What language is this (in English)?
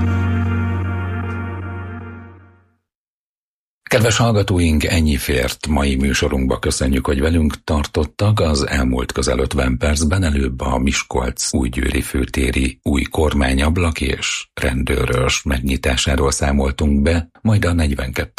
Hungarian